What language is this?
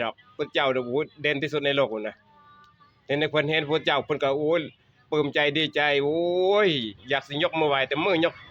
Northeastern Thai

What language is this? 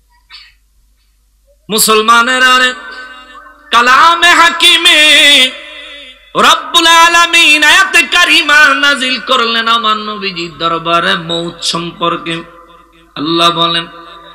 Bangla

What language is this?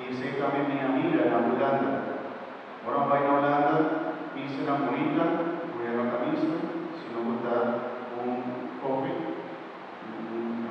Papiamento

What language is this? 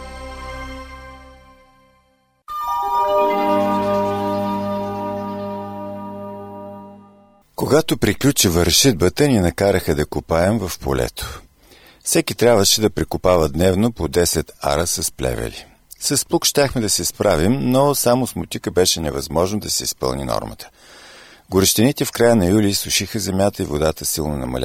Bulgarian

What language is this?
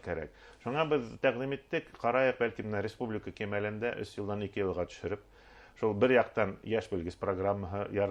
Bashkir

